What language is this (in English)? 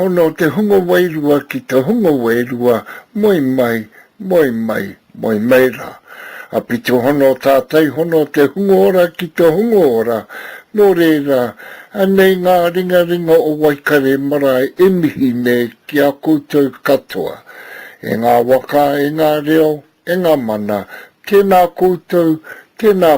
Māori